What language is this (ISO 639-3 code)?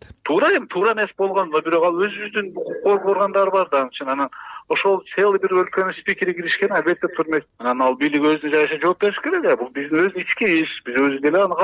kir